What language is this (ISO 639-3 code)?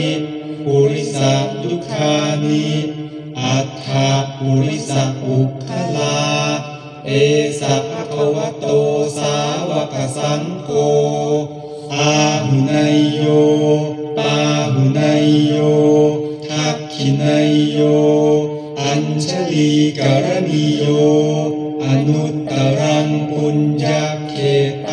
tha